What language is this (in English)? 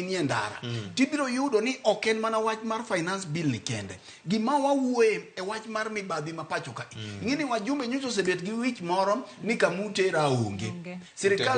Luo (Kenya and Tanzania)